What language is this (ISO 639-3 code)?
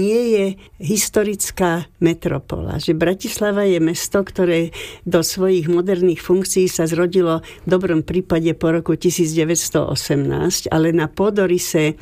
slk